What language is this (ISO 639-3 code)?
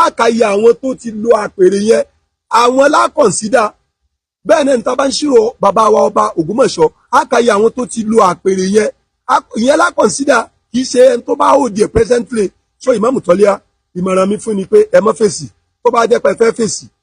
yor